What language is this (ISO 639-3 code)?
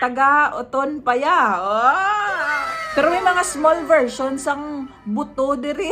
hil